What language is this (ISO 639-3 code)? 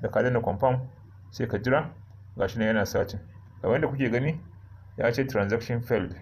hau